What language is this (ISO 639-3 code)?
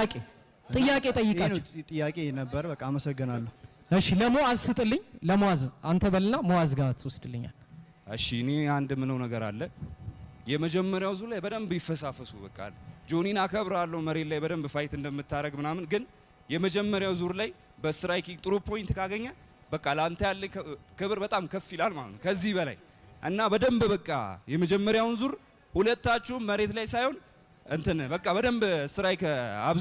amh